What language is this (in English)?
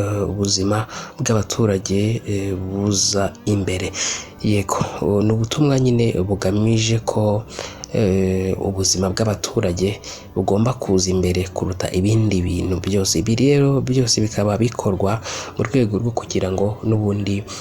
Kinyarwanda